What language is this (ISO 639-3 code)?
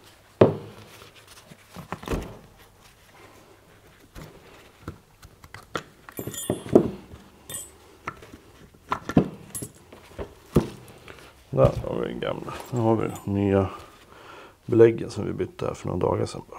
swe